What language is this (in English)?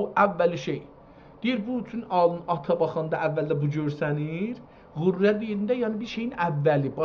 South Azerbaijani